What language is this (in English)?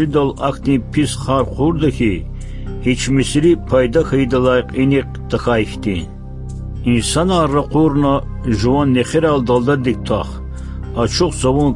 Lezghian